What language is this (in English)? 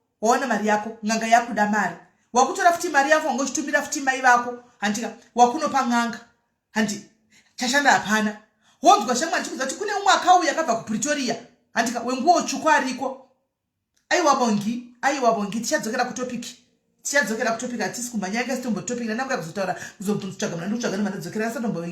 Shona